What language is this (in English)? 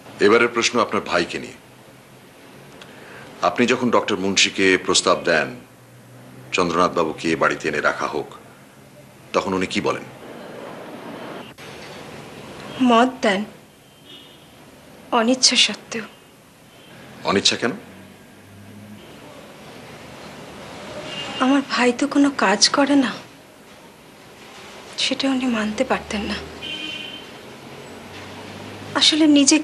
Bangla